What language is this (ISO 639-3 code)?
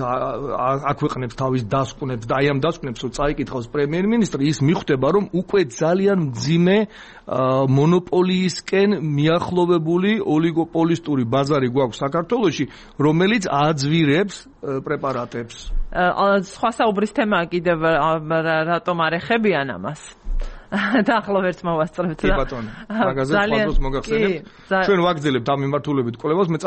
kat